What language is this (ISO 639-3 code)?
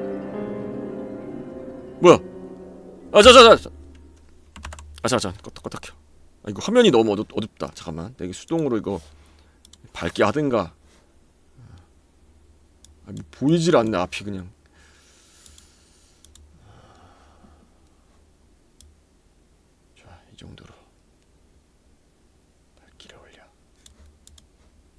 kor